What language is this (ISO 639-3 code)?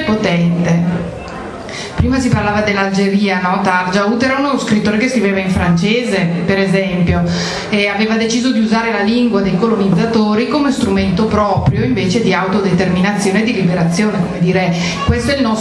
ita